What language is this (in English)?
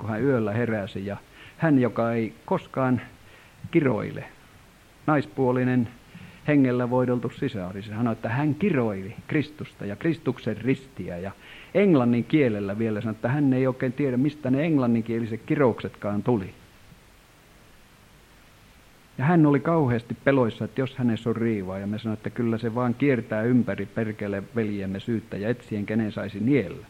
Finnish